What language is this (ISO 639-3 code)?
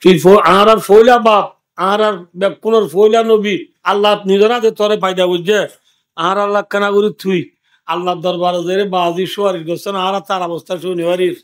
rhg